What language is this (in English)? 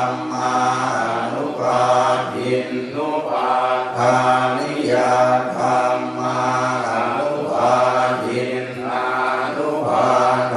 Pali